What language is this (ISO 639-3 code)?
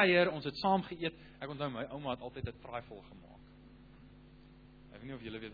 afr